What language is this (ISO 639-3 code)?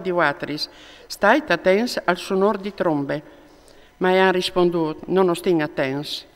fur